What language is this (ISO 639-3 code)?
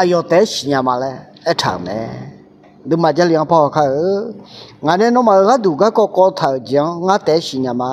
ahk